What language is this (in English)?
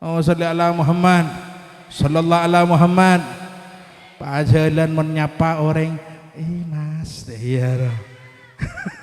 Madurese